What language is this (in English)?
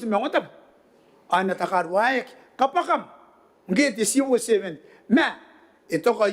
Gilbertese